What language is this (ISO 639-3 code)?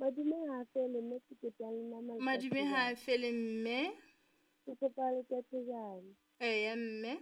sot